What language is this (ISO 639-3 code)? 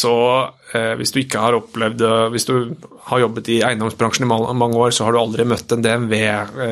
nor